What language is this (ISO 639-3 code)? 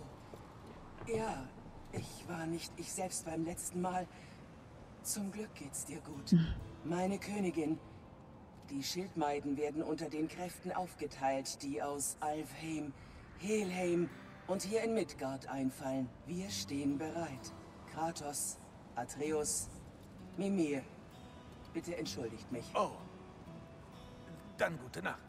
deu